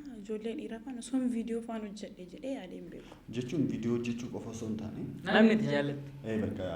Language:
Oromo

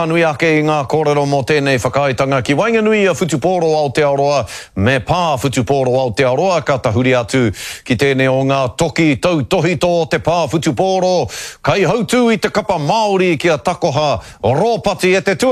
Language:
Māori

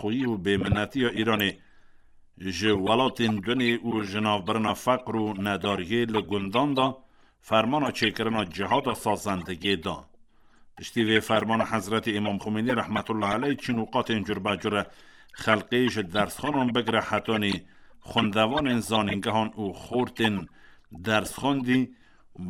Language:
Kurdish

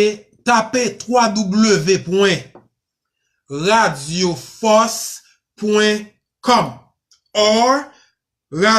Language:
Haitian Creole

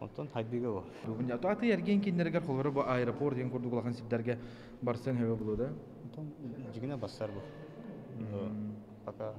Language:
Yakut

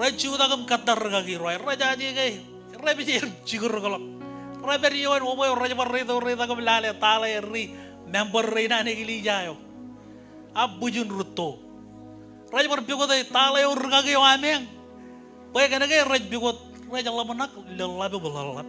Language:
Marshallese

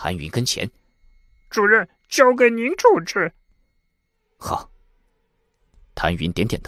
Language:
Chinese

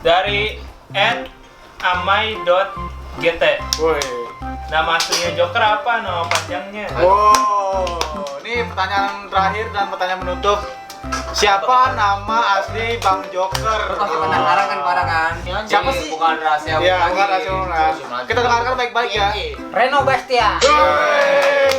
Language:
Betawi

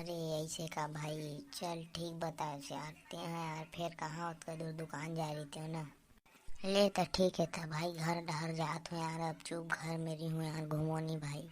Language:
Chhattisgarhi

